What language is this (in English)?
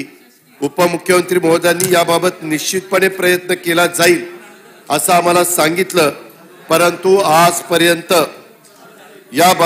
Marathi